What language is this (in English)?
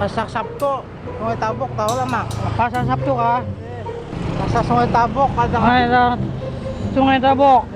Banjar